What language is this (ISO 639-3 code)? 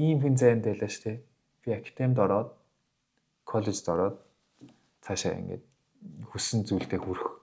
mon